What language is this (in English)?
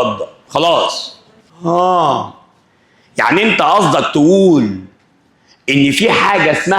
Egyptian Arabic